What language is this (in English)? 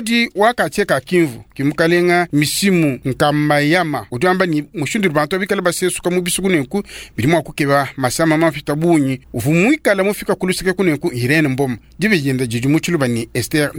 Luba-Lulua